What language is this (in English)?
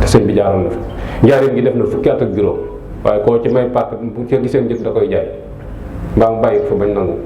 Wolof